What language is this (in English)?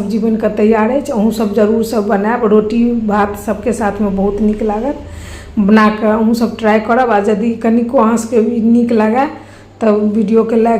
Maithili